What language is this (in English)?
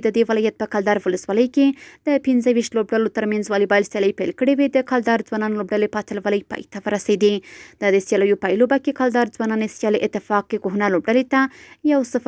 Pashto